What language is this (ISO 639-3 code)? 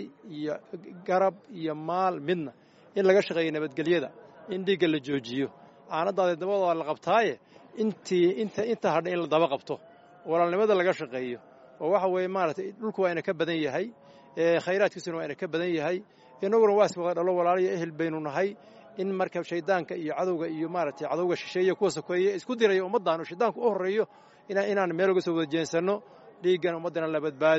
som